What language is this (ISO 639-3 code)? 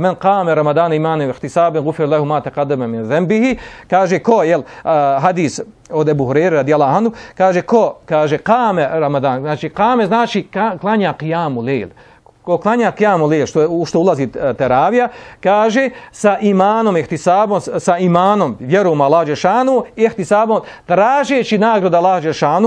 bos